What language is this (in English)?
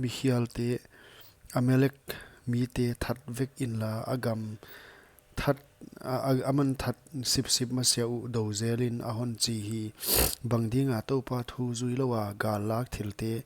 Paite Chin